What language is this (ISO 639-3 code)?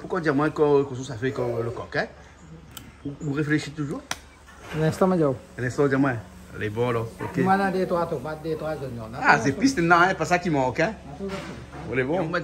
rcf